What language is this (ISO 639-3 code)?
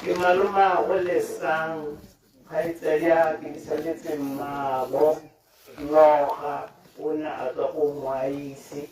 tsn